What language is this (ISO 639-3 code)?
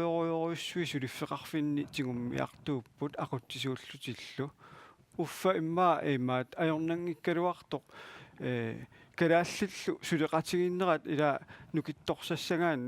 kal